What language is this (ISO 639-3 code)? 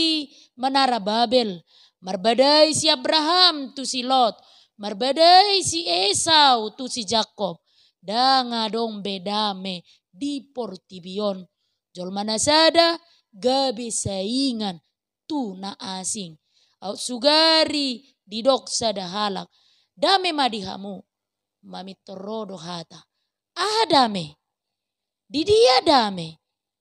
bbc